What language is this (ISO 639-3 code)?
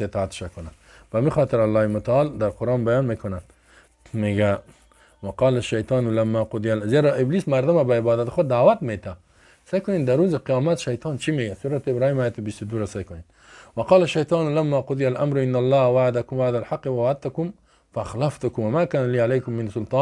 fas